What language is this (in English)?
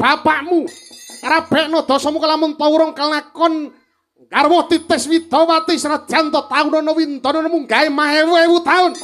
Javanese